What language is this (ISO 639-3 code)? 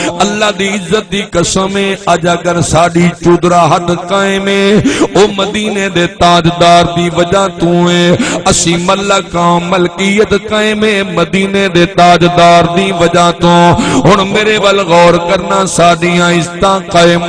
skr